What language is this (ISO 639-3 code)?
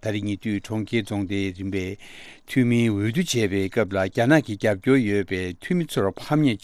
bod